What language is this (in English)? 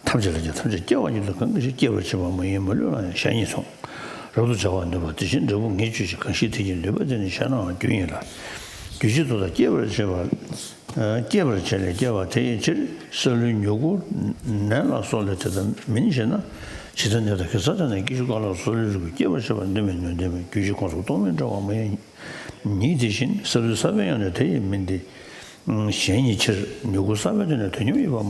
Tibetan